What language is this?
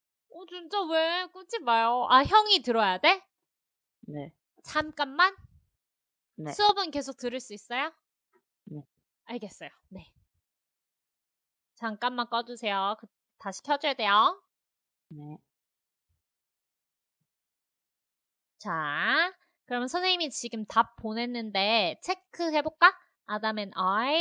Korean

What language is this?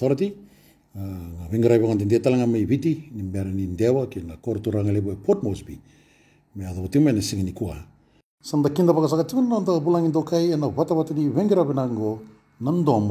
Fijian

